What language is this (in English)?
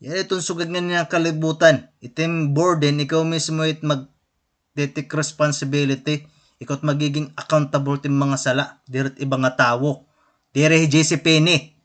Waray